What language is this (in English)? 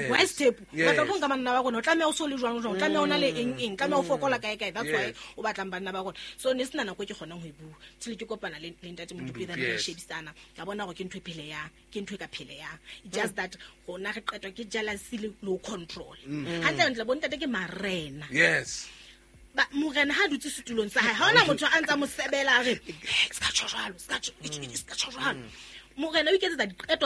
Southern Sotho